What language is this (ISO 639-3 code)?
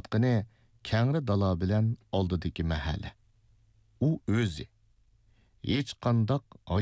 uig